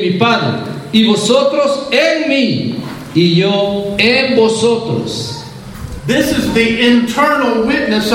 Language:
Spanish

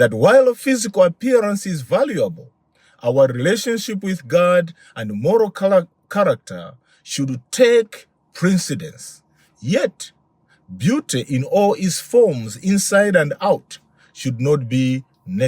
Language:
English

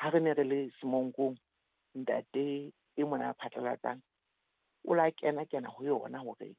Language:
Southern Sotho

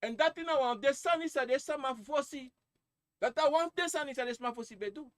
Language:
Sranan Tongo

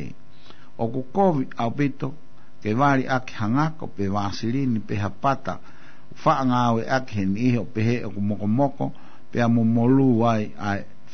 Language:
Tongan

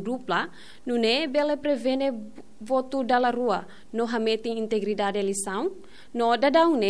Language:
Tetum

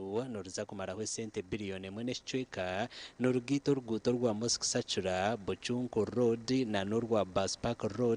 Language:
Nyankole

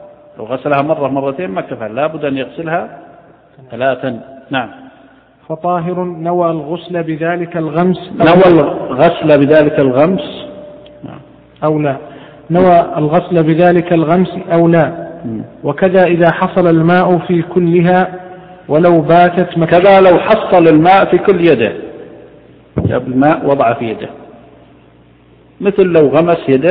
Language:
Arabic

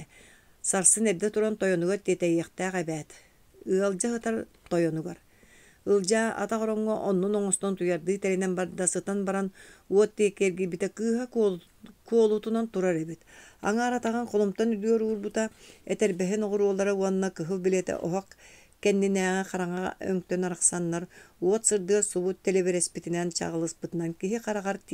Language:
Yakut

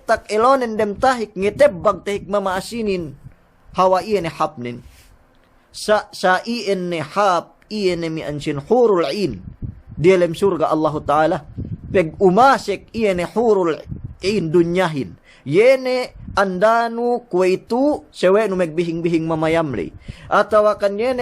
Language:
Yakan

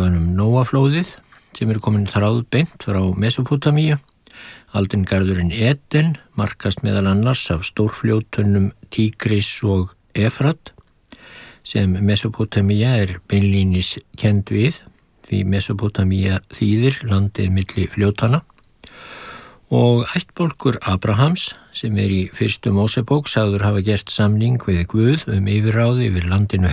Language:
Icelandic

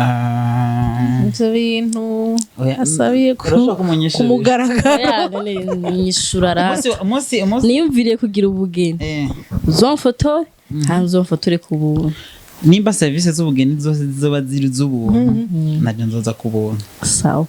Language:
Rundi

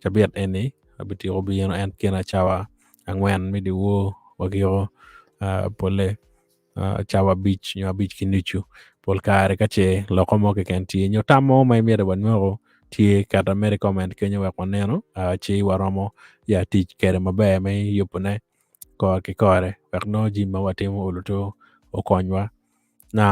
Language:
Acoli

